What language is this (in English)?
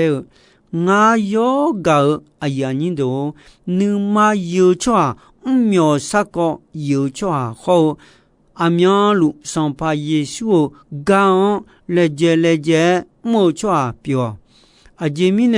Akha